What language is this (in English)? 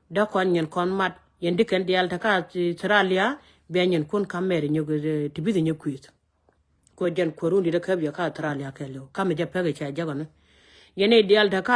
Nuer